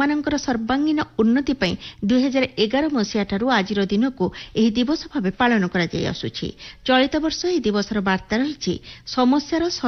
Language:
Odia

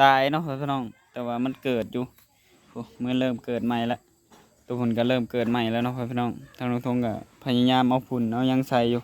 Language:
Lao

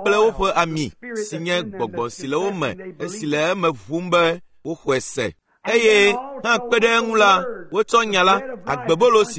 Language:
Ewe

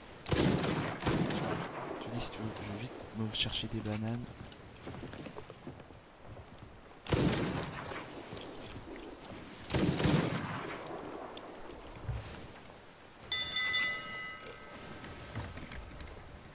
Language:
French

